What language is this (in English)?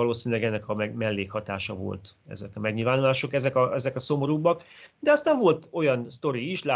Hungarian